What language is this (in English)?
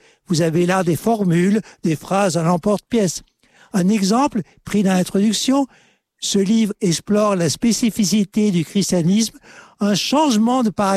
French